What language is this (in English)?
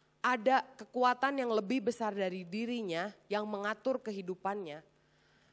Indonesian